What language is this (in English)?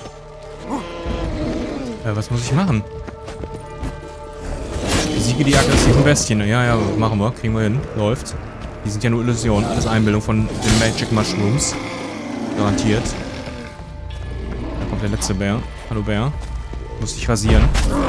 German